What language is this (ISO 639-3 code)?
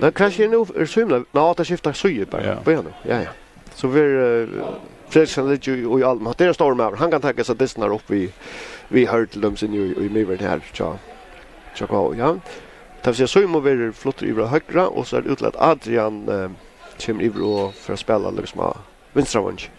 fao